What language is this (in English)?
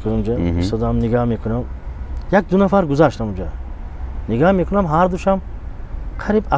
Tajik